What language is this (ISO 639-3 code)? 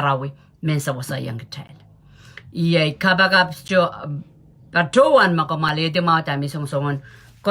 pon